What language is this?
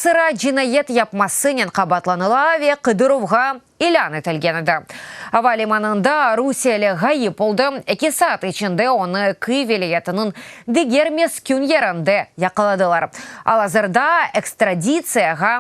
Crimean Tatar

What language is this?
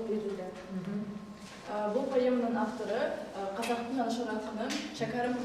Kazakh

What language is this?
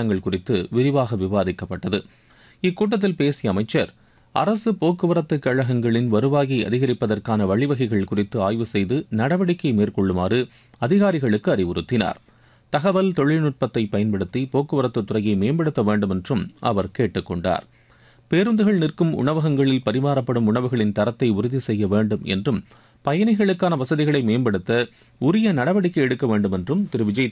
Tamil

